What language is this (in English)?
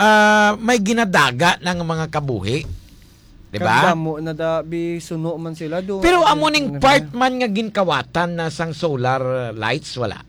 Hiligaynon